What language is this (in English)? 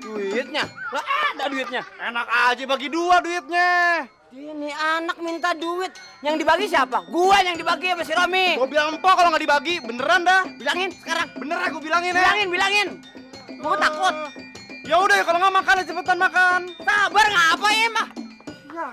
Betawi